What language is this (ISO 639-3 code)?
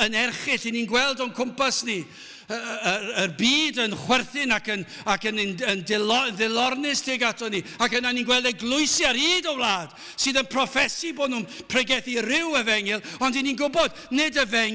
cym